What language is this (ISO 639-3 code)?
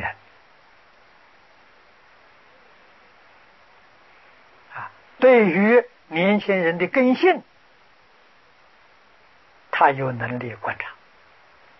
zho